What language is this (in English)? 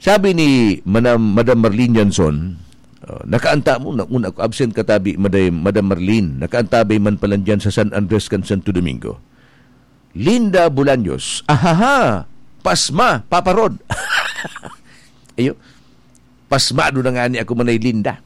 Bikol